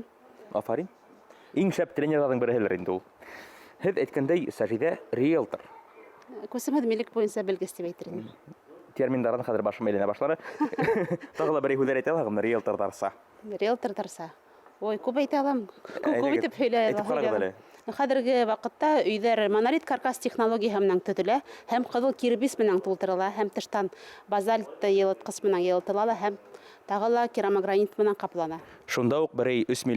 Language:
Bashkir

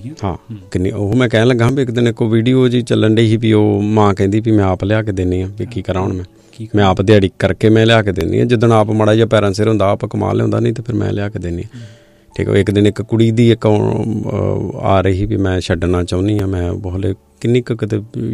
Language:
Punjabi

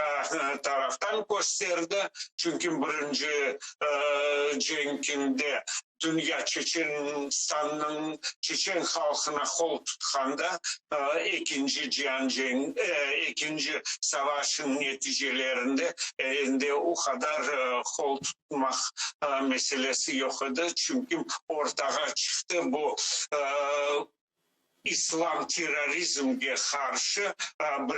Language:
Crimean Tatar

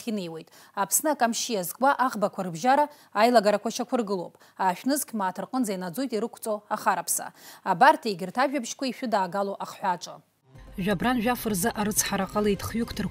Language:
Abkhazian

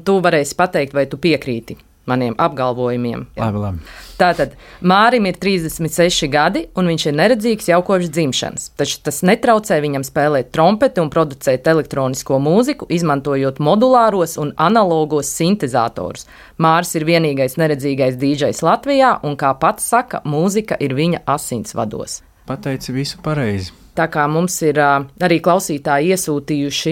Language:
Latvian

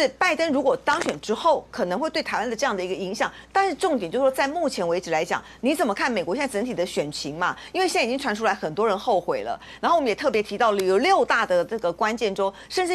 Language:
Chinese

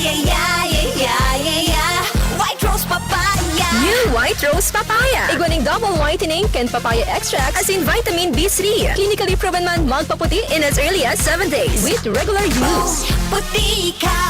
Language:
Bikol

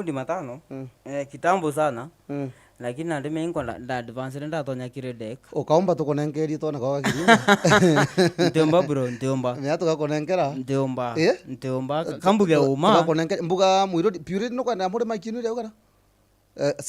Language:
Meru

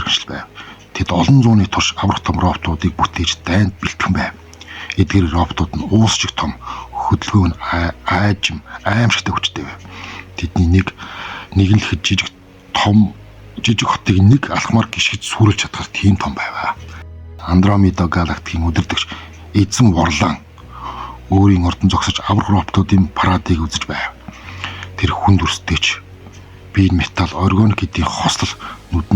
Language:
Mongolian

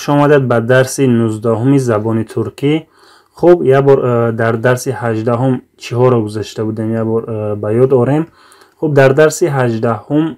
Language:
Tajik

